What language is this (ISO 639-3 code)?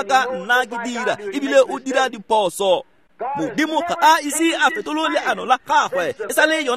tsn